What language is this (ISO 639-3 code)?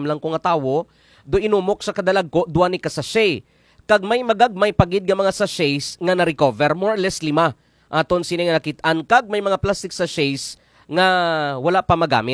hil